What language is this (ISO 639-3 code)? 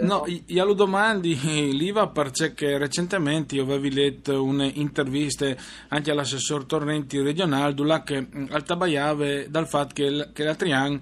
fur